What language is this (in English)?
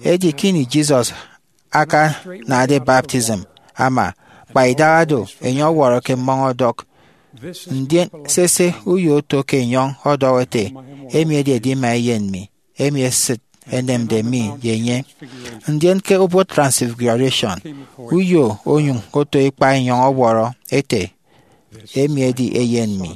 Efik